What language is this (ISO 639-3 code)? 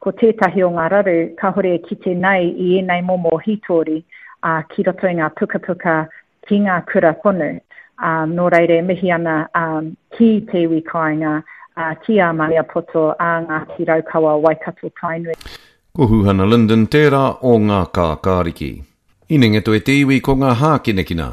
mri